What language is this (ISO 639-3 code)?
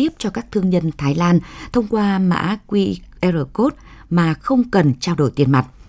vie